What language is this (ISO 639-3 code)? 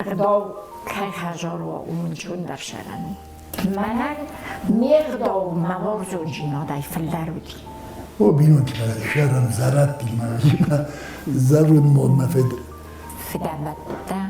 oss